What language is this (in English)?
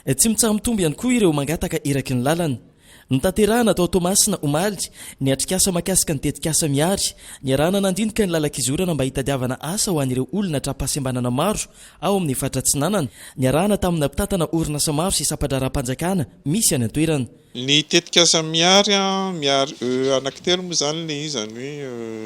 Malagasy